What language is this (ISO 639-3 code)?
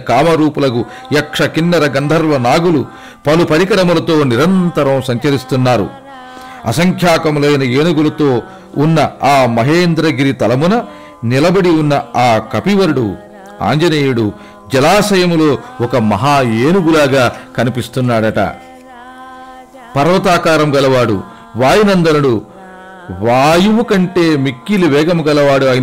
tel